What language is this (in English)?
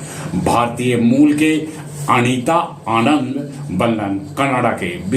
Magahi